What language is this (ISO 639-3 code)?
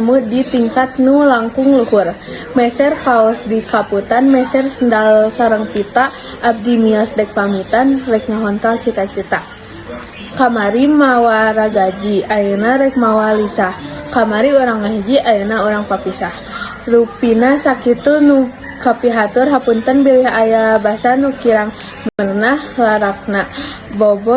sun